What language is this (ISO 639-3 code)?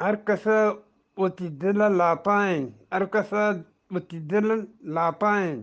bgp